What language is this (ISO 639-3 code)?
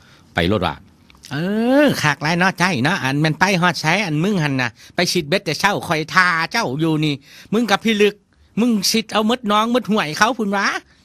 tts